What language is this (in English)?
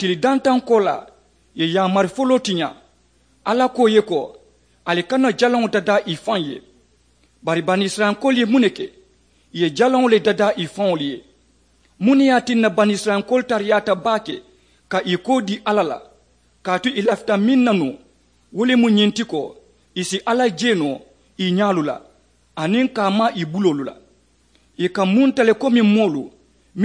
Mandingo